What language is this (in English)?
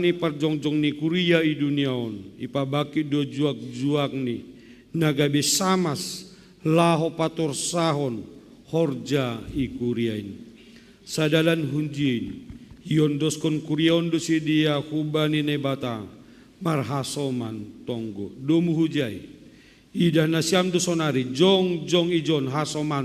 Batak Simalungun